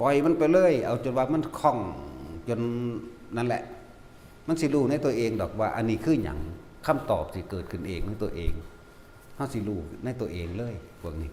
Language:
Lao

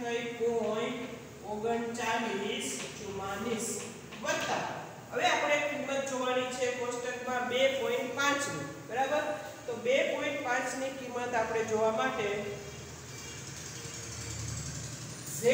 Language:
Gujarati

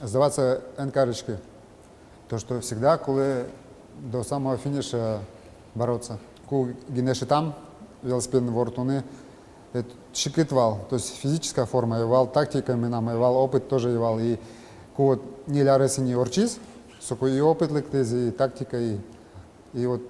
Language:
Udmurt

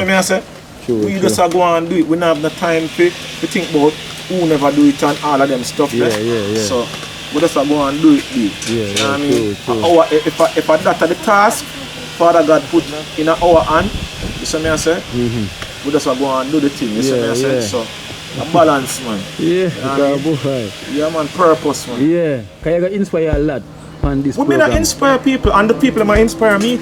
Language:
Jamaican Creole English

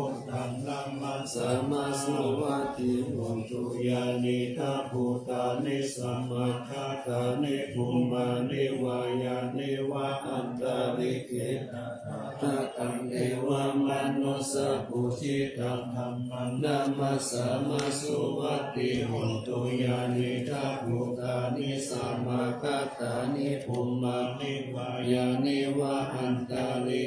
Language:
Pali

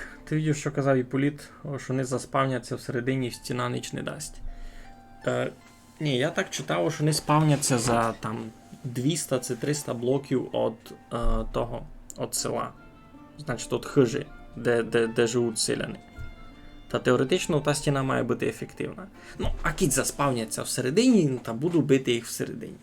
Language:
Rusyn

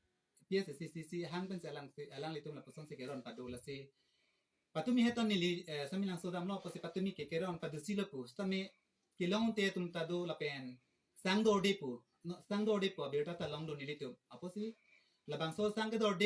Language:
Karbi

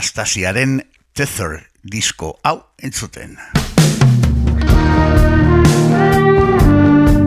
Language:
Basque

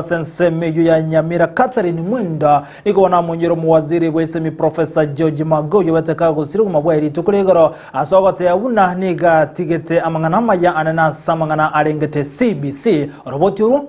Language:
Gusii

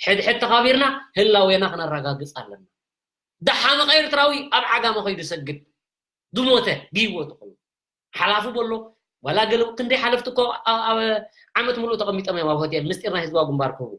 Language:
Tigrinya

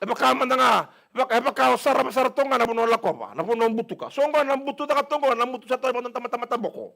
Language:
Fijian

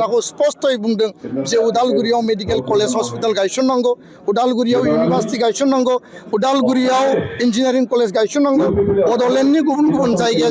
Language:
Bodo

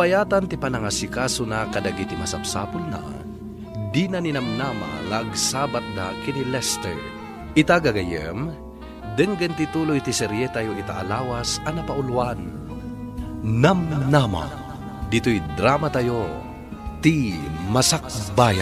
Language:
Iloko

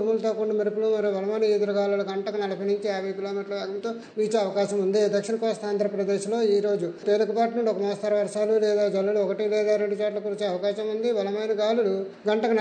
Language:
Telugu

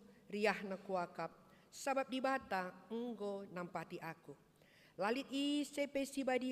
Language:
Batak Karo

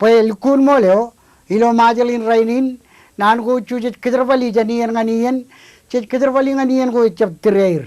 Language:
Marshallese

